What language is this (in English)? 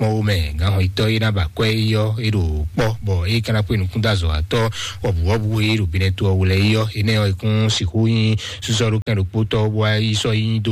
Fon